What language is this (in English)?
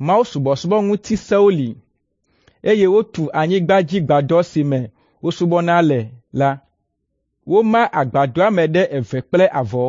Ewe